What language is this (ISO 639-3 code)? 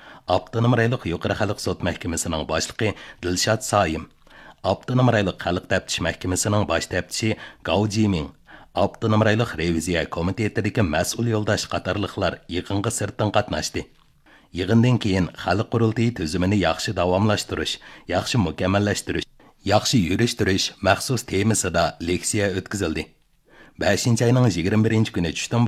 uig